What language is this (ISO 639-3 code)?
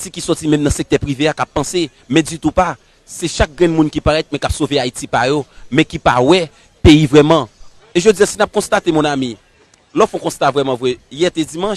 hat